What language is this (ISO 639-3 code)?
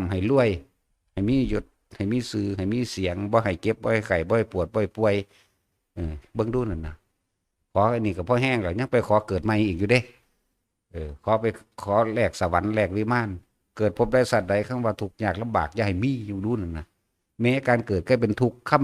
tts